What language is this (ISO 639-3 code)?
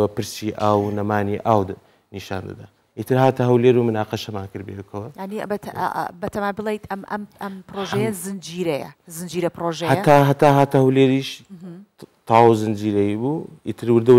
ckb